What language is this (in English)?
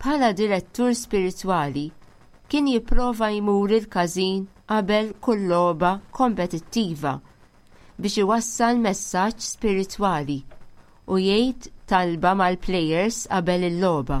Maltese